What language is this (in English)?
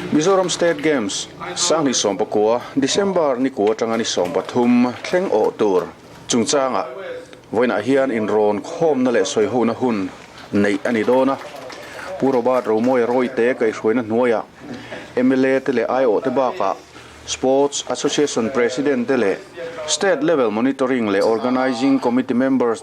Mizo